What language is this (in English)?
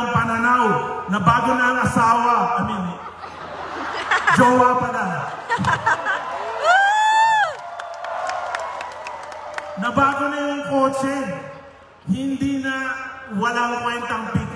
Filipino